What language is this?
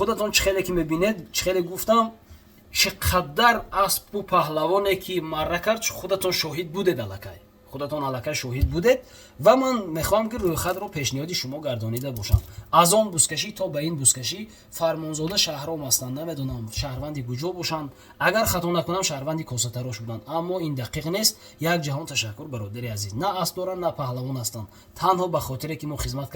Tajik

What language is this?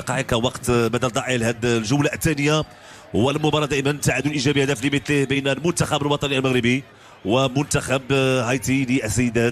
Moroccan Arabic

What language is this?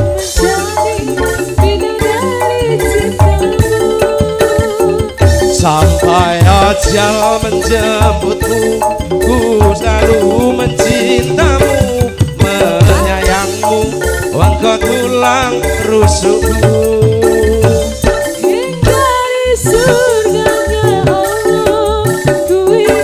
Indonesian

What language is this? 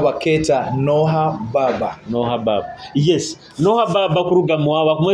Nyoro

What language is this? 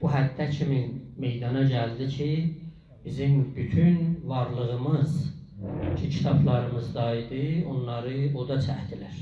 South Azerbaijani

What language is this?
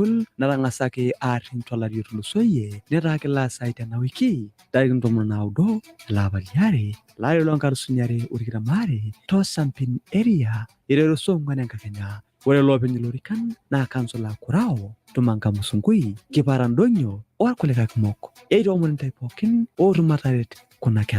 Masai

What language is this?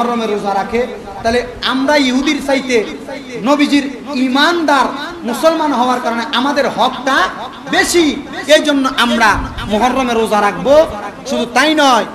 Bangla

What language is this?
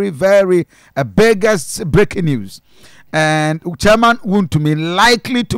Akan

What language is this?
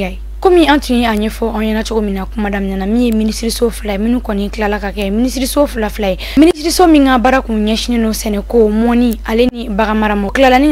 Bambara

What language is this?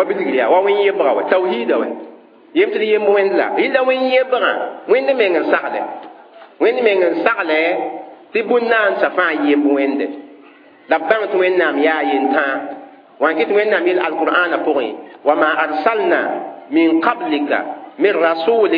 Mossi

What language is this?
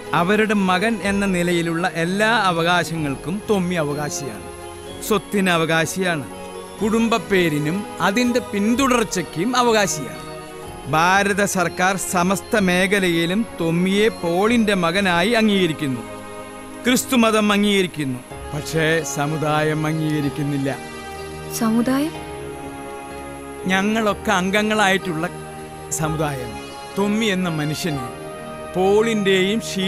Malayalam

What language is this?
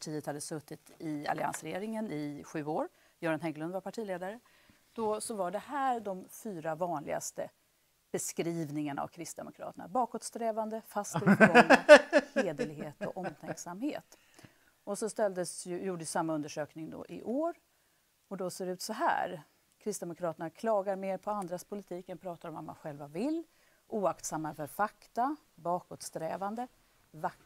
Swedish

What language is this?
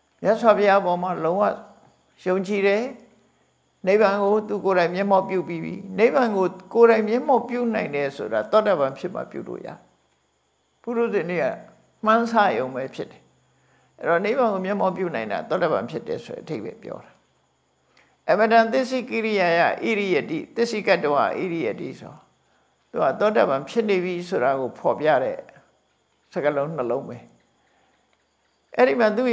Burmese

